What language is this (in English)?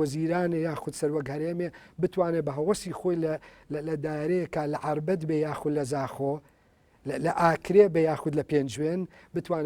Central Kurdish